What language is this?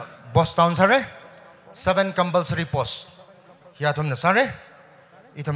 Tangkhul Naga (India)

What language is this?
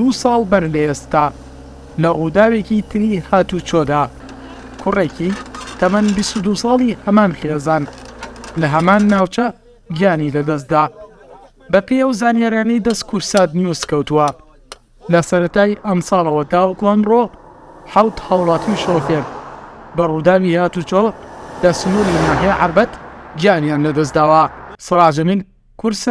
Central Kurdish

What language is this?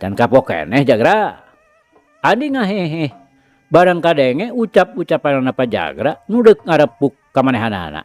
Sundanese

